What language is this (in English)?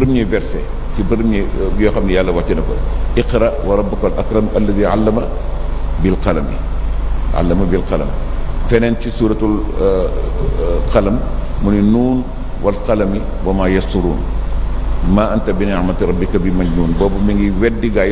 Wolof